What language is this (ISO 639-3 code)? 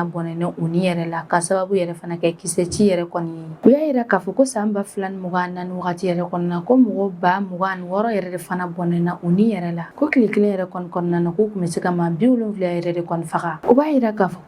bam